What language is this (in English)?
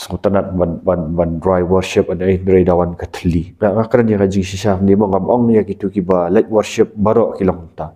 Khasi